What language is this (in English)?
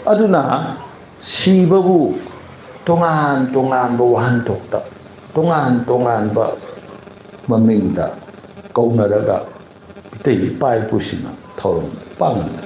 Manipuri